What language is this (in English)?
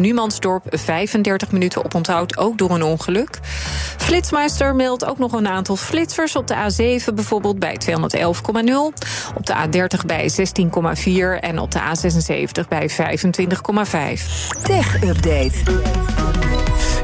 Dutch